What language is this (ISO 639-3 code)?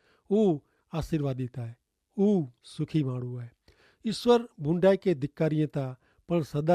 kfr